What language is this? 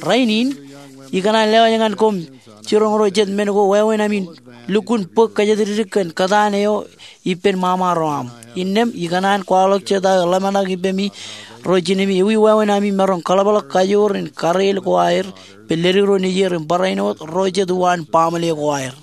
Marshallese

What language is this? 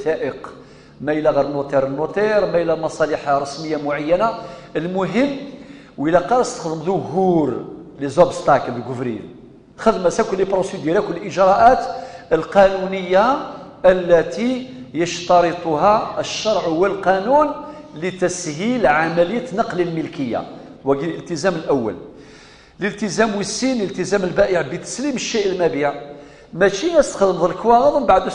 Kabyle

